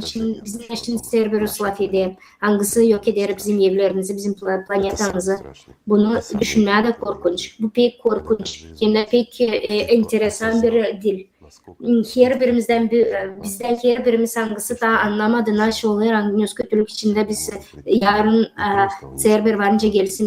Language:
Gagauz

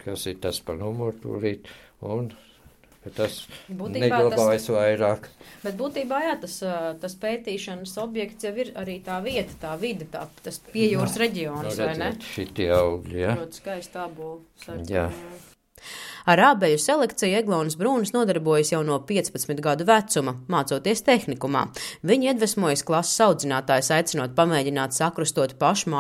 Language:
Latvian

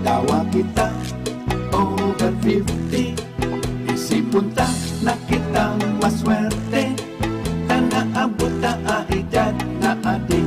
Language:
Bikol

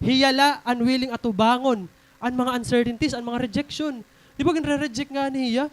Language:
Waray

